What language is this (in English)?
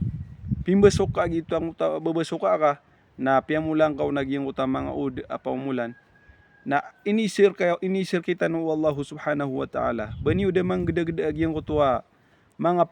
Maranao